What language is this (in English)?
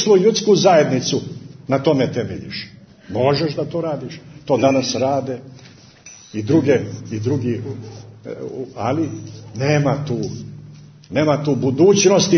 Serbian